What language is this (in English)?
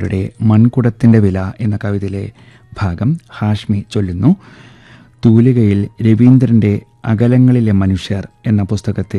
Malayalam